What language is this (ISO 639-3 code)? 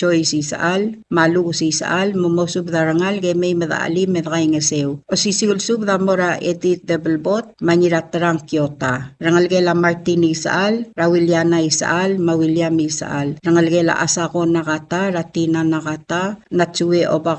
pau